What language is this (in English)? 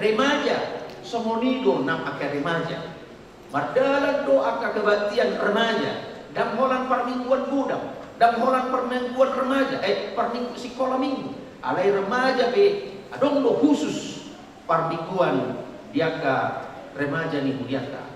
Batak Toba